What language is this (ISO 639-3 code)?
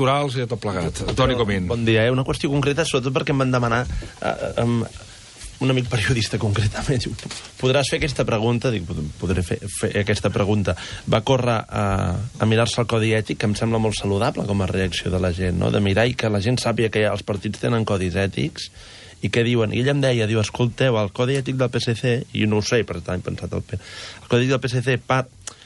cat